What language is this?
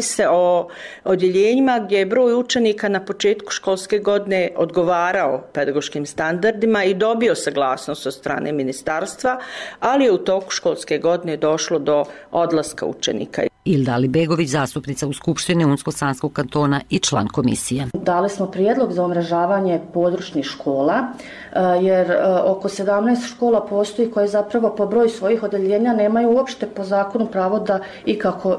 Bosnian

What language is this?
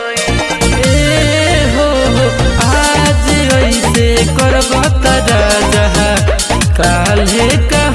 Bhojpuri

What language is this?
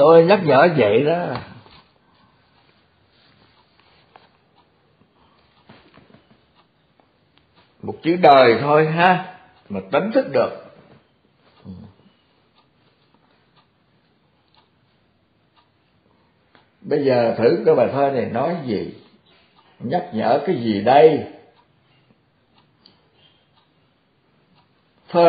Vietnamese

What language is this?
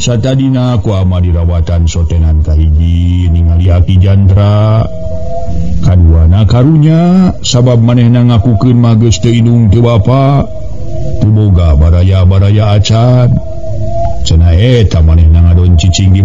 Sundanese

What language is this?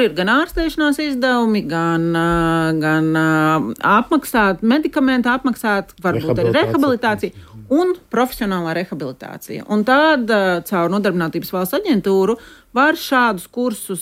Latvian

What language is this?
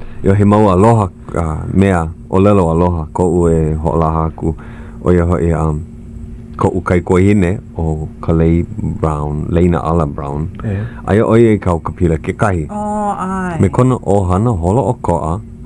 Hawaiian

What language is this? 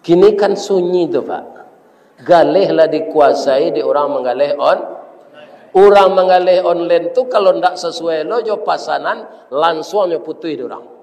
Minangkabau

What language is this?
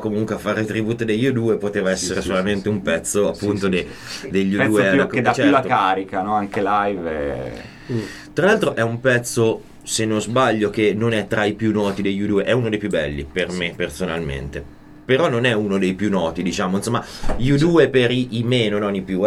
Italian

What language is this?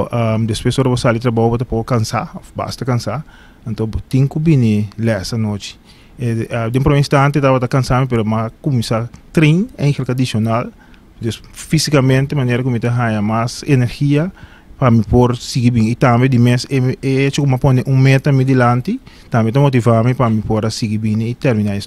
Papiamento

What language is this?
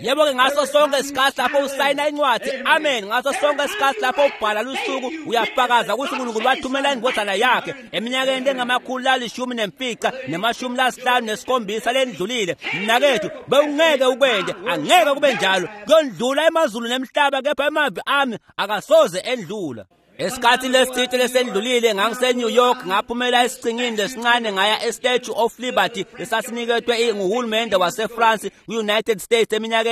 Swati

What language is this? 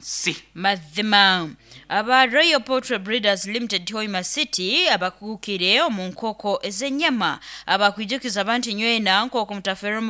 Nyoro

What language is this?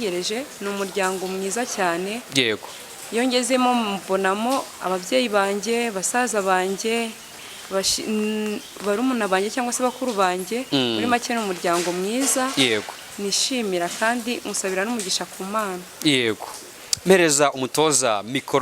Kinyarwanda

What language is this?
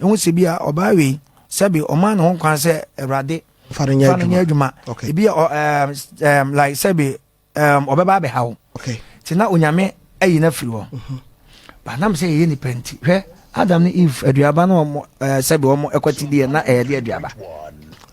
Akan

